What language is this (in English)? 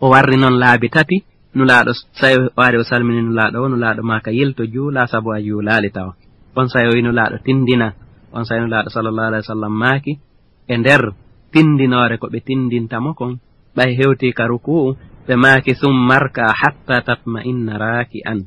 Fula